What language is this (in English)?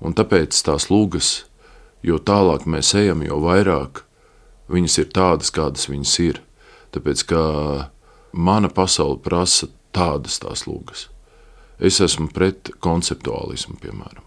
Latvian